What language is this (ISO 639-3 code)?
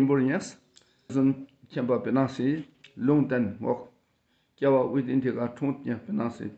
dka